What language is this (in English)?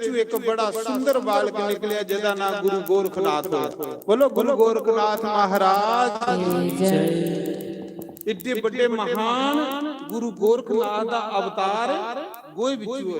Dogri